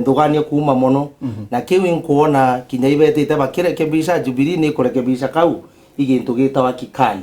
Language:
Meru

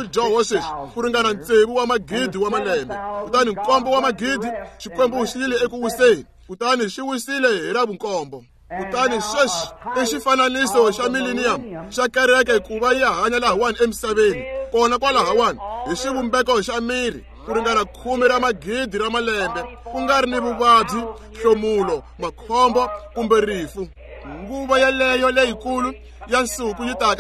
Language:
Tsonga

